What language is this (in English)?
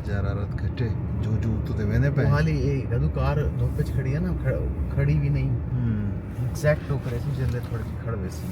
Saraiki